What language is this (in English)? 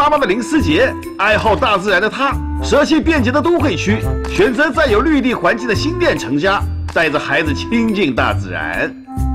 Chinese